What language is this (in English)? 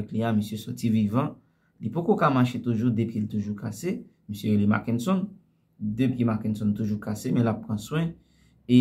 Haitian Creole